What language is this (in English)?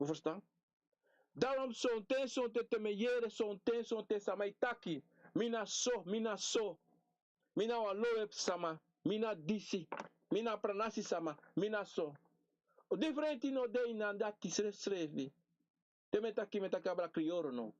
Sranan Tongo